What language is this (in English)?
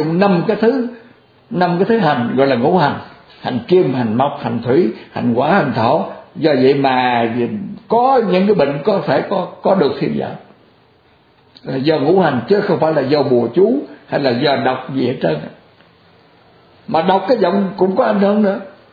Vietnamese